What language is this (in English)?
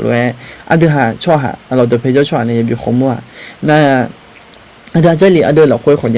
Akha